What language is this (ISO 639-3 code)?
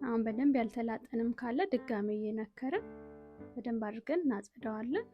amh